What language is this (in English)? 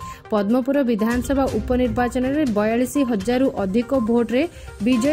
Odia